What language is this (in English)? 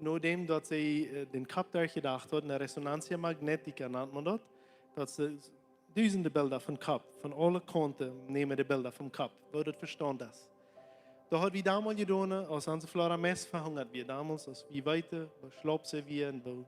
Plautdietsch